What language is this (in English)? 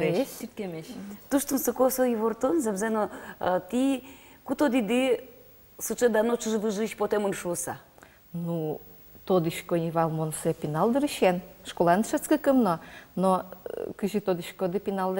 Udmurt